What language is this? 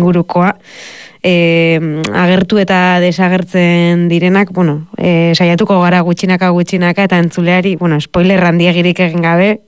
Basque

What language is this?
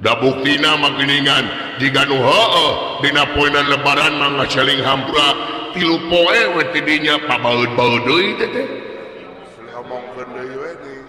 Sundanese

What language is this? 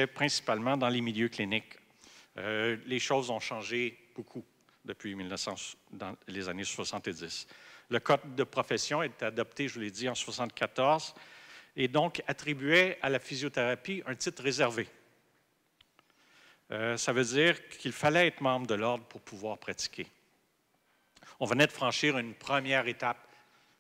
French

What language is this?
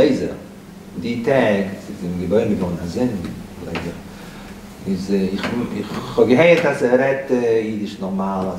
Yiddish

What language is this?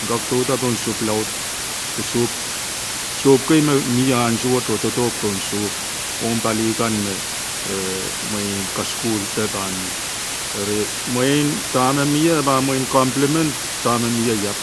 Pohnpeian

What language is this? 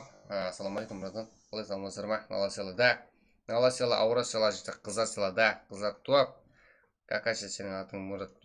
Kara-Kalpak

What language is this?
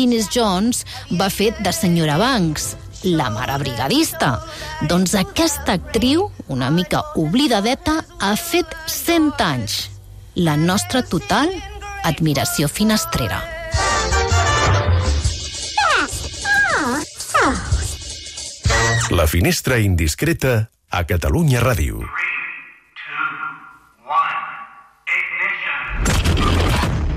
Catalan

